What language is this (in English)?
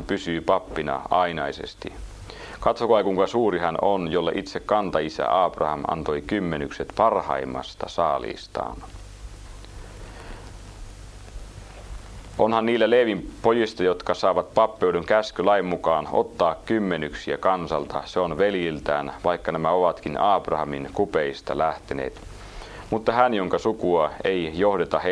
Finnish